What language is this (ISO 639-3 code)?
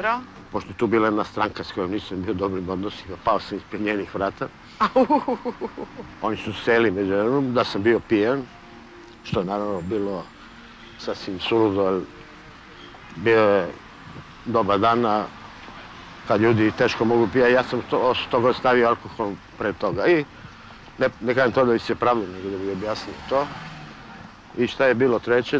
srp